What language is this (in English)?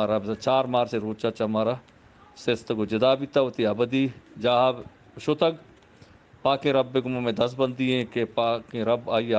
Eastern Balochi